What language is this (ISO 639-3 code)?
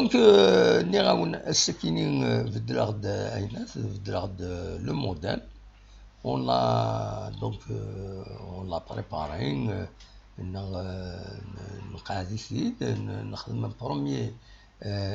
kab